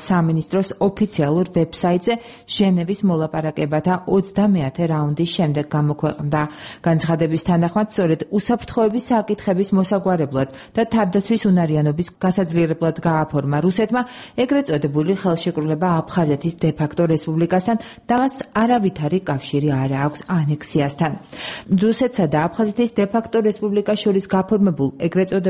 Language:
Georgian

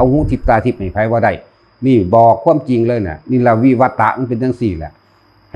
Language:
Northeastern Thai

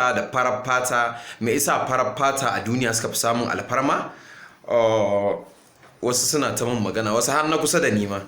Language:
Hausa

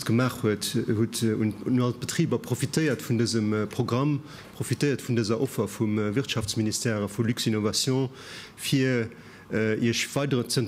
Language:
Luxembourgish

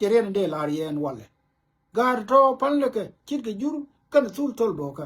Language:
Nuer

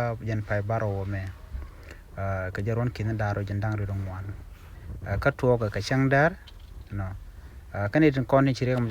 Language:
Nuer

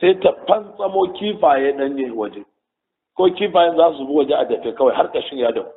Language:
Hausa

